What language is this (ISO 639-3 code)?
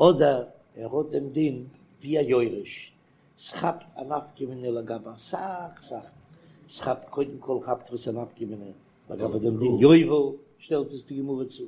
yid